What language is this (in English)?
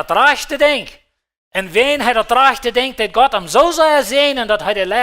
Plautdietsch